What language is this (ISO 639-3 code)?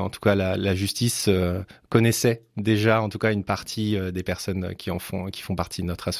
fra